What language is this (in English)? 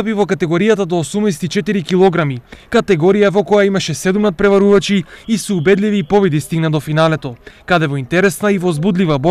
Macedonian